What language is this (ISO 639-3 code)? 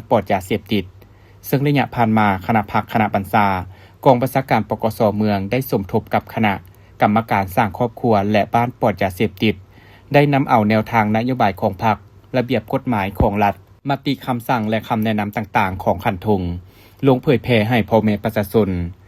lao